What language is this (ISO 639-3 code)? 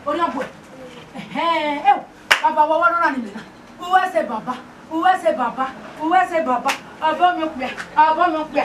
bin